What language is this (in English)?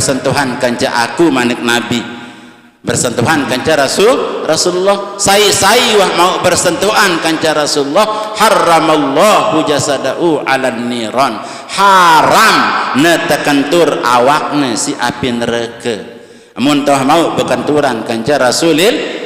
Sasak